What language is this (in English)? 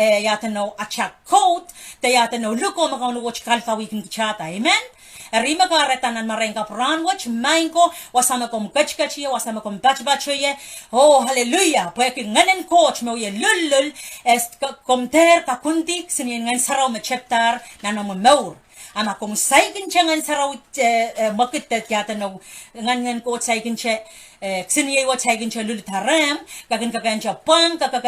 Pohnpeian